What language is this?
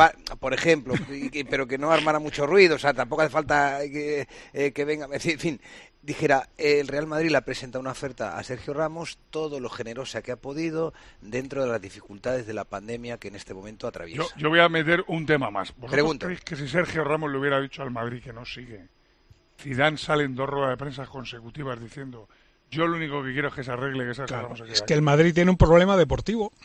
Spanish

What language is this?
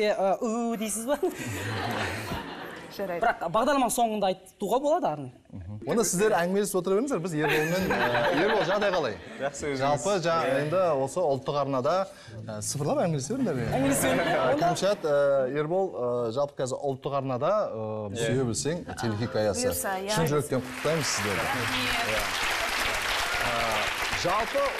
Kazakh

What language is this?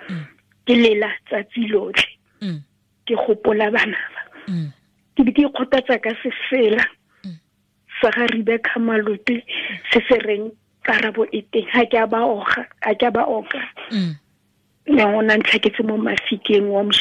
Tswana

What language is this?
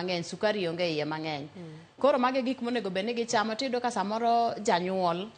Luo (Kenya and Tanzania)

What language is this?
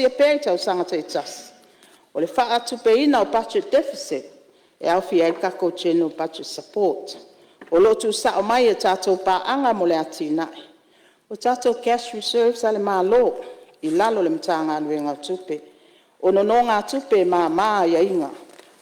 Samoan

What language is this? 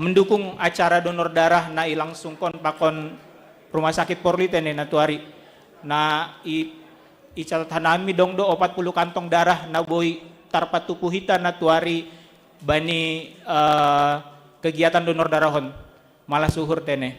Batak Simalungun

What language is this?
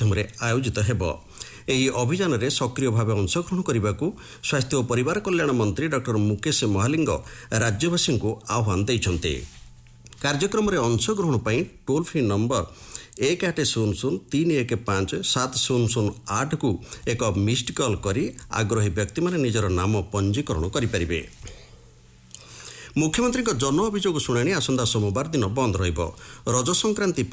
Odia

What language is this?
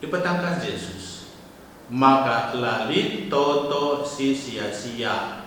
Batak Karo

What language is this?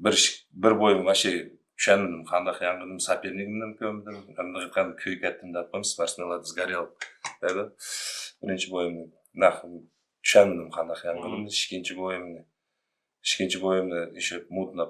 Uyghur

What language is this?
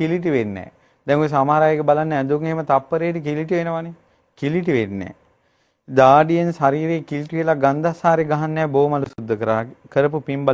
Sinhala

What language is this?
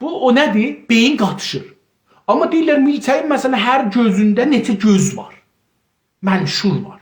South Azerbaijani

